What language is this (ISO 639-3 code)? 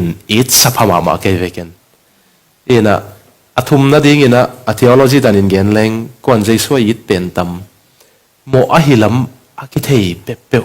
ctd